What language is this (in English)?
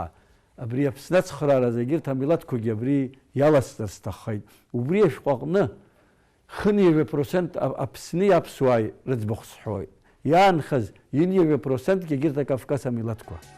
Abkhazian